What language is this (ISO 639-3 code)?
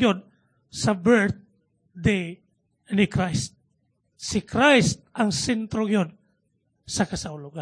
ceb